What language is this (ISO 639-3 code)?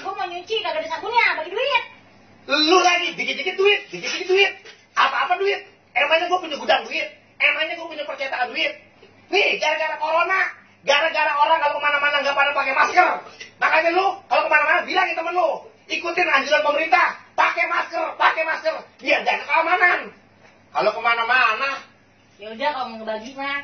bew